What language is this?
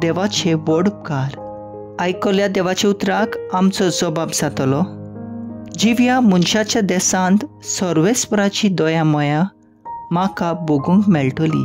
Konkani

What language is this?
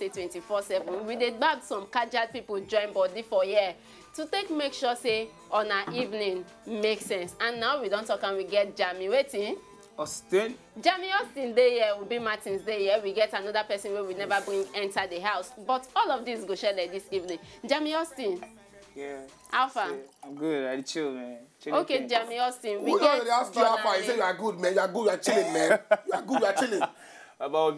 Nigerian Pidgin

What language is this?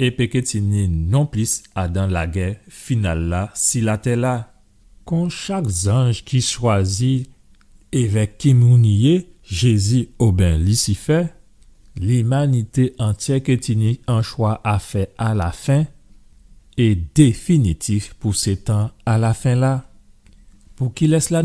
Guadeloupean Creole French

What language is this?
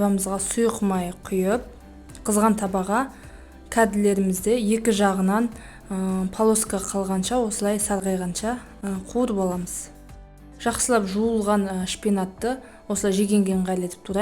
Kazakh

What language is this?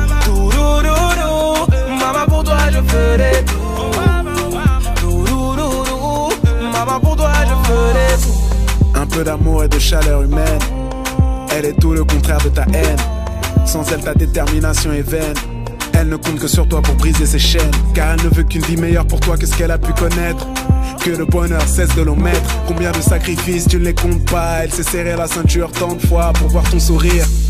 French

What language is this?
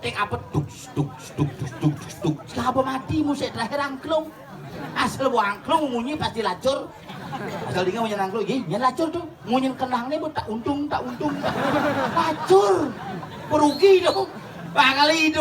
Balinese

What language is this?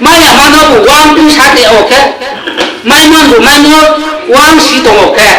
Riang (India)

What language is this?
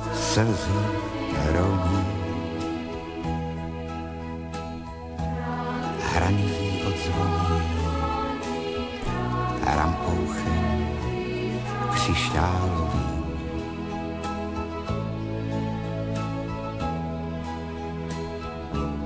Czech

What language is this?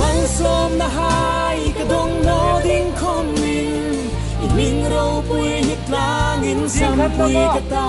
Hmar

